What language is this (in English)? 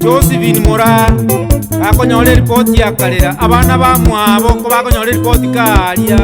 Gusii